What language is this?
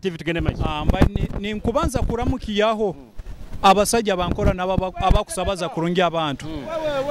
Nyoro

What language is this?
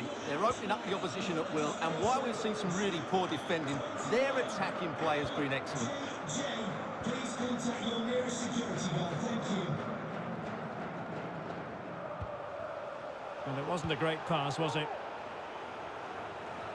English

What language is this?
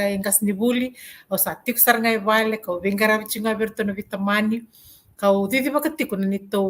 Fijian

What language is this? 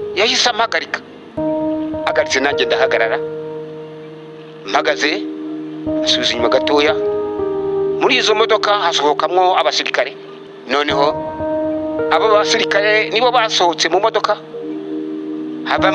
Kinyarwanda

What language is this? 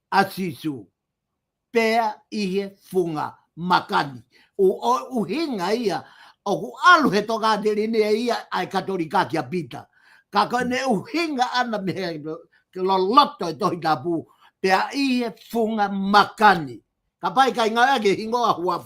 Tongan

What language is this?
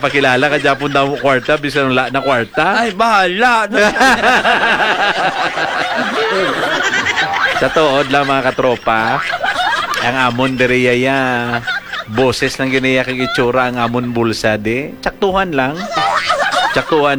Hiligaynon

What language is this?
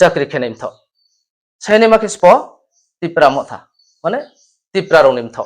Riang (India)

